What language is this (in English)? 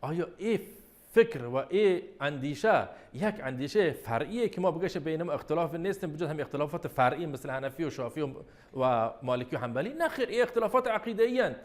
Baluchi